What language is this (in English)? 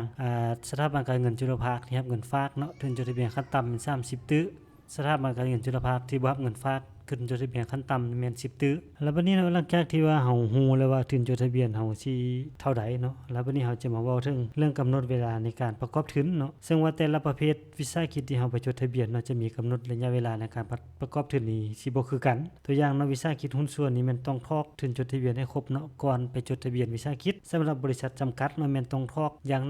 Lao